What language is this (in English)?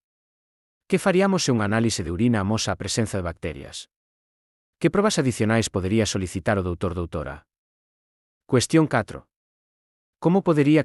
Galician